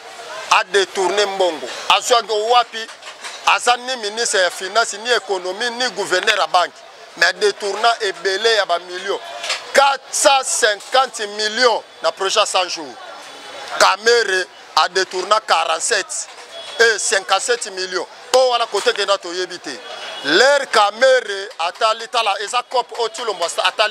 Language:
Lingala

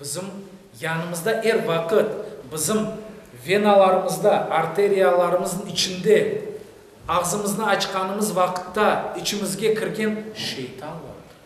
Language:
Crimean Tatar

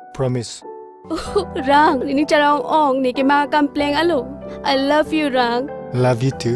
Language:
Karbi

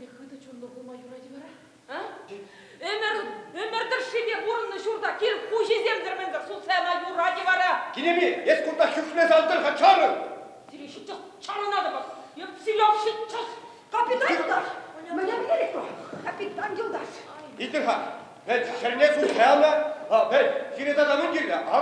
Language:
Chuvash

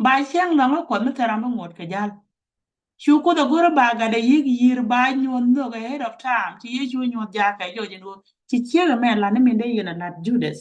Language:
Nuer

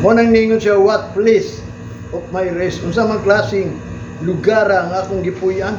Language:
Cebuano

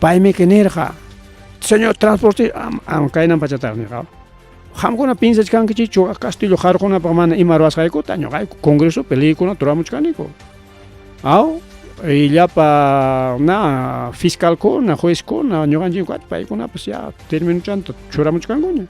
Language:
Ayacucho Quechua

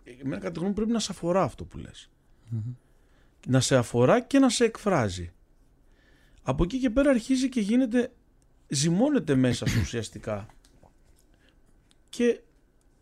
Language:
Greek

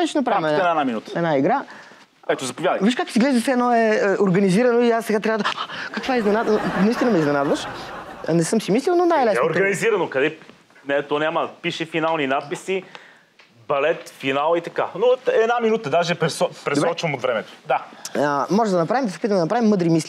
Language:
Bulgarian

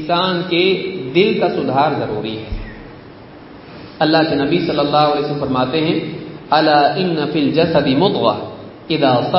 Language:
Urdu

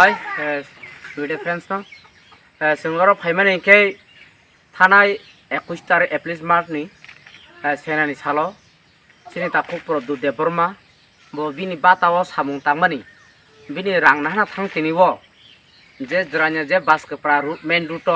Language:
Kok Borok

